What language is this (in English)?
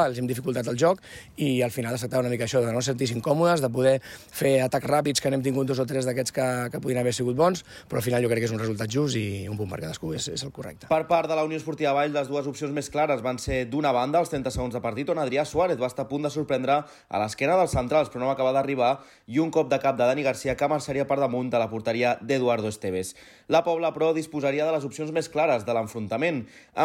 Catalan